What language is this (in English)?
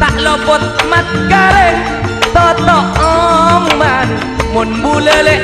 Madurese